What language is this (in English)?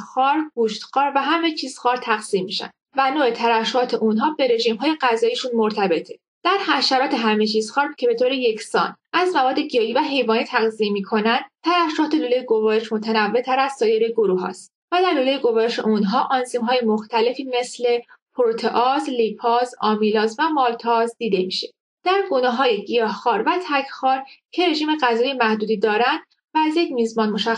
Persian